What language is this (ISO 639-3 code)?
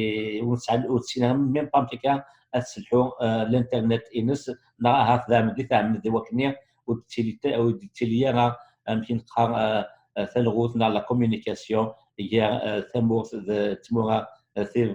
kab